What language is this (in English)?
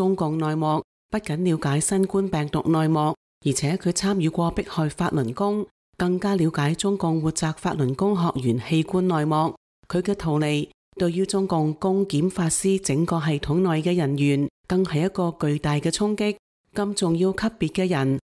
Cantonese